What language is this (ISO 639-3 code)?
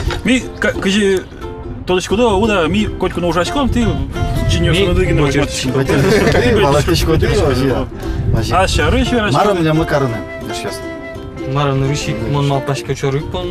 udm